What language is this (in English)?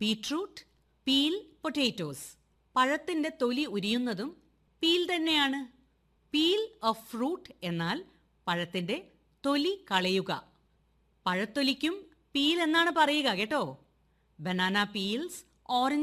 Malayalam